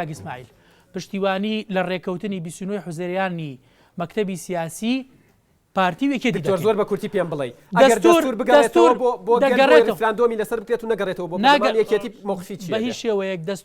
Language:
Central Kurdish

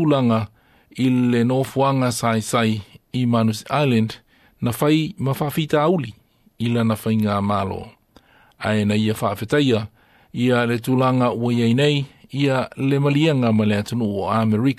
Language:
Samoan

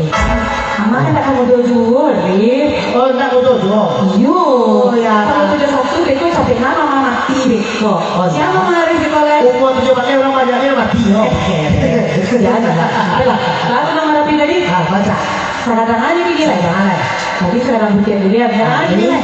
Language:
Minangkabau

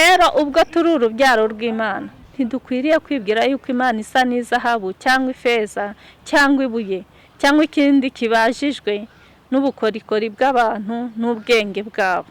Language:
Kinyarwanda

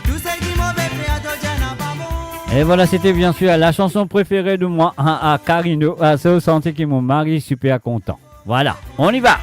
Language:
Morisyen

